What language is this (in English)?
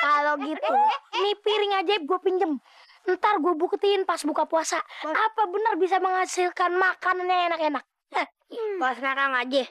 Betawi